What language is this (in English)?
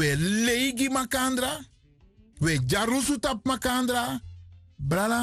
Sranan Tongo